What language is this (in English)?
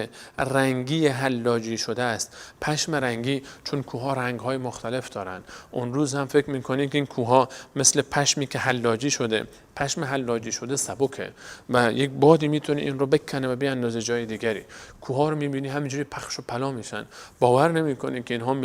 Persian